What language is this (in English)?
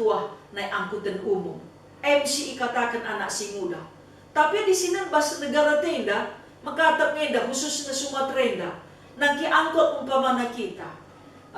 Batak Karo